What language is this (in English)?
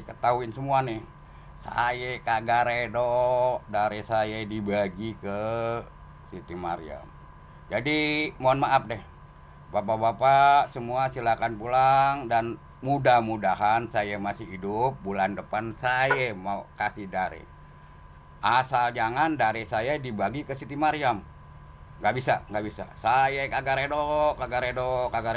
Betawi